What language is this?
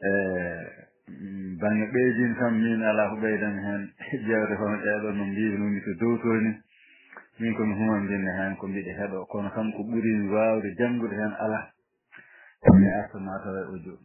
Fula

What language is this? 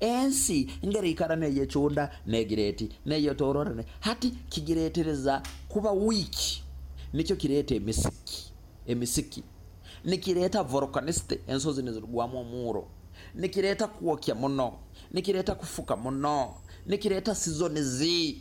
Nyoro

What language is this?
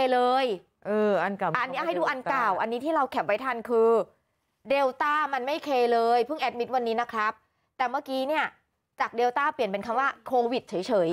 Thai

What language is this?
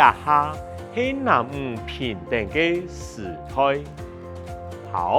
Hakka Chinese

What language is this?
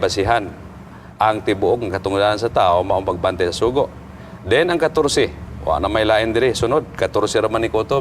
Cebuano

